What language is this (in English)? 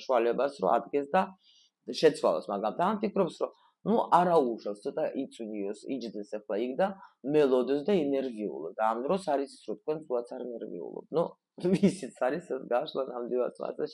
Georgian